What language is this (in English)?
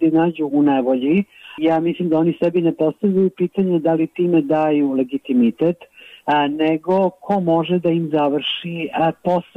Serbian